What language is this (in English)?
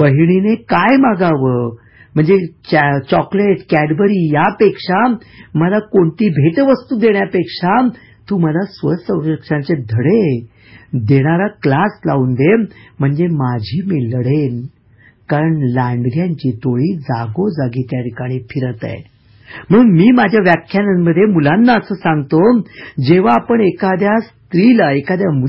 Marathi